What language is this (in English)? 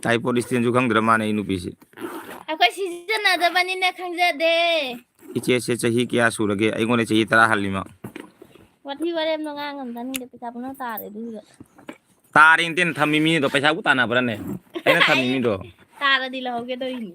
Manipuri